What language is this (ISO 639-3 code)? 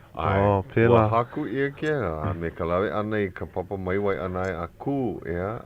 haw